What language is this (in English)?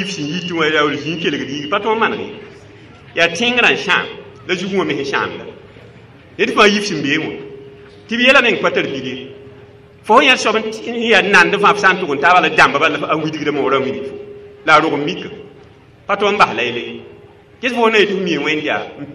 Mossi